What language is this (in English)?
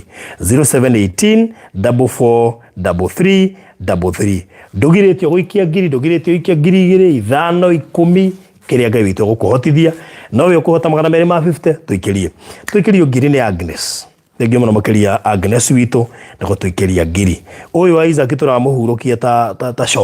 Kikuyu